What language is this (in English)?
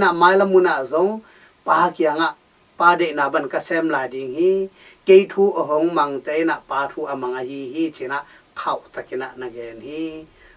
Tedim Chin